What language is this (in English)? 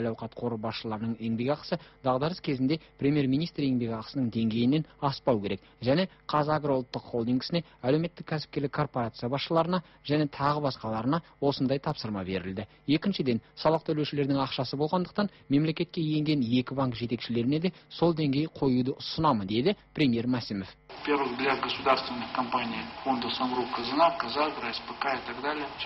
Kazakh